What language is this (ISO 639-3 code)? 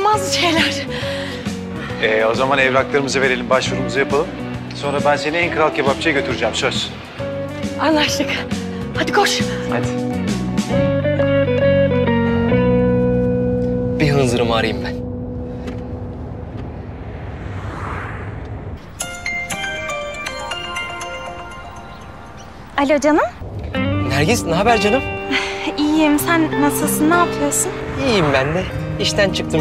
tur